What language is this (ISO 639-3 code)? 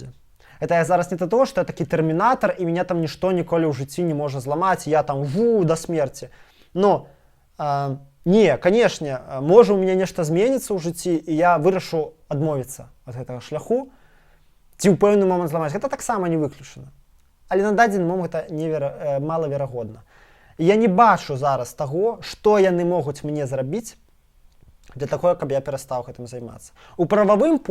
bel